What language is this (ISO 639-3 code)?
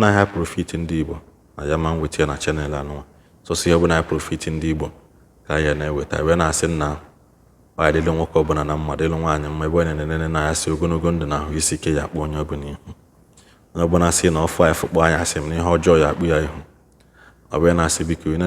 ibo